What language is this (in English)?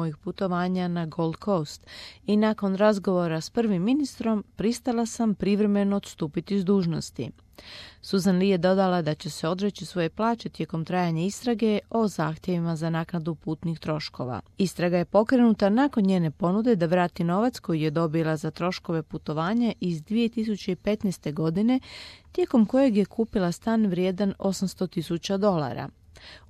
Croatian